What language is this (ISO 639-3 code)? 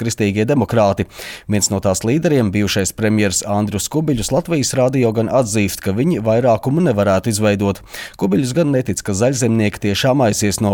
lav